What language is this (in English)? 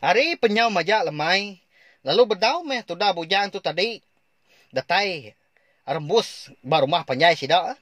Iban